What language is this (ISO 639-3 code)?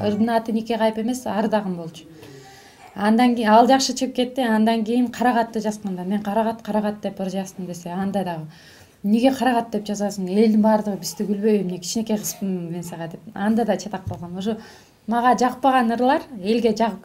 kir